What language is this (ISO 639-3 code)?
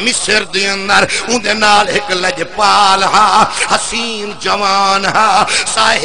skr